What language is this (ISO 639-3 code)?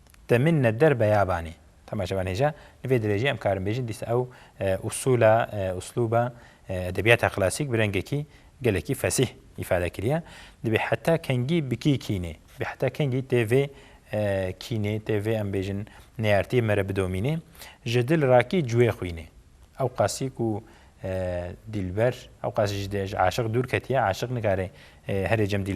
kur